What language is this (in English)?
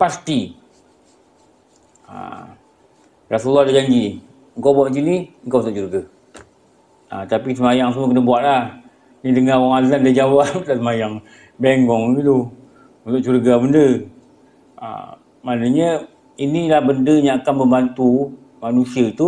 Malay